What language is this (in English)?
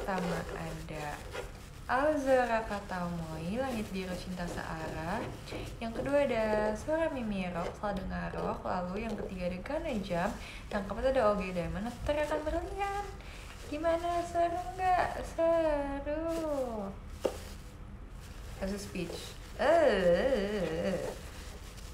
Indonesian